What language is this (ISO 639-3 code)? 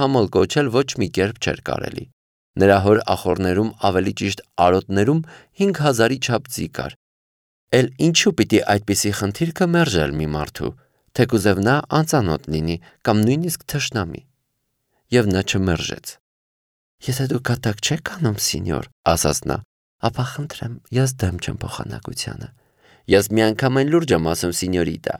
hye